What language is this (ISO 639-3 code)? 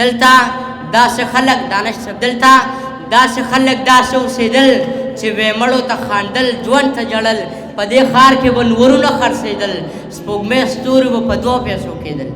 pus